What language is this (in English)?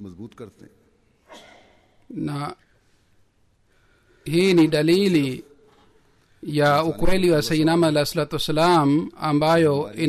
Swahili